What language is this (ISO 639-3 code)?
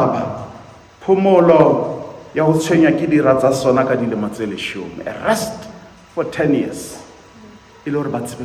sot